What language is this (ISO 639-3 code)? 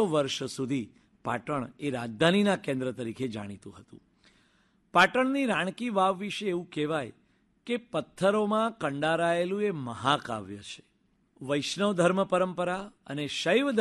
guj